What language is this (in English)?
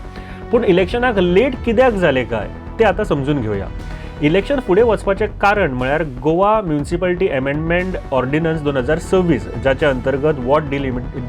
Konkani